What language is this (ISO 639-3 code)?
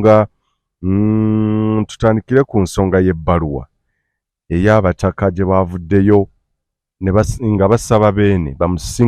lug